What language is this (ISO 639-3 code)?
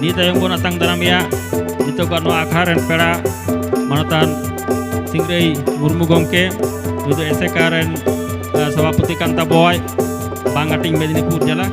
sat